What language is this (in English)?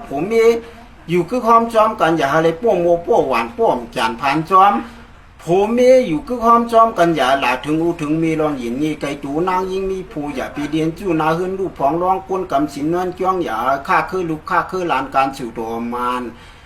Shan